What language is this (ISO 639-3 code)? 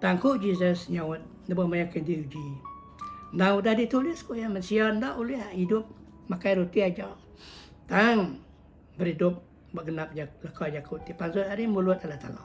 iba